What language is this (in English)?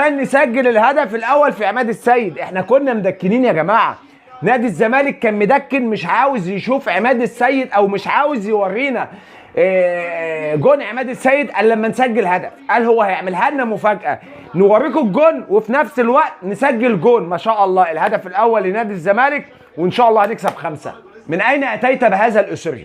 Egyptian Arabic